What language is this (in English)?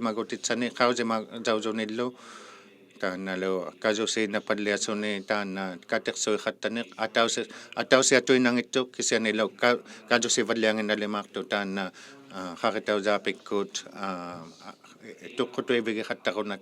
Inuktitut